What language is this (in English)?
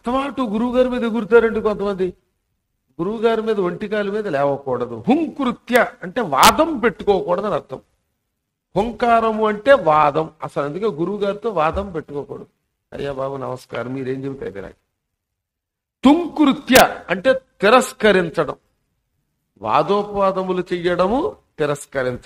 Telugu